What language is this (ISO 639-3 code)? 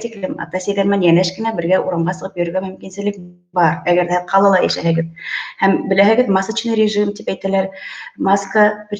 bak